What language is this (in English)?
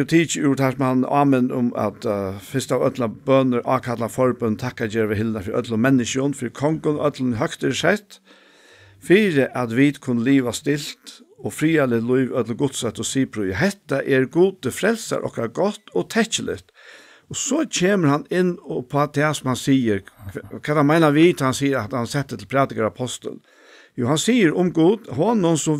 Faroese